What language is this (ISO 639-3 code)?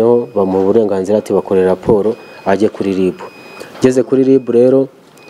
kin